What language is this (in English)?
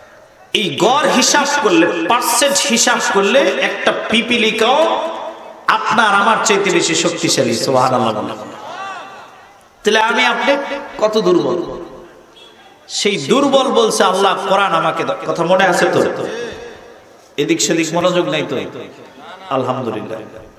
Bangla